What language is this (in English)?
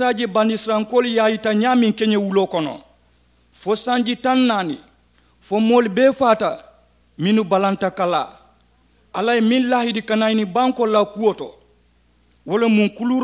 Mandingo